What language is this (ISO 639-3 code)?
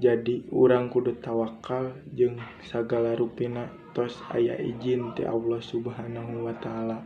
sun